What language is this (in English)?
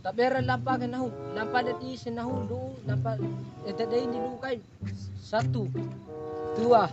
Bima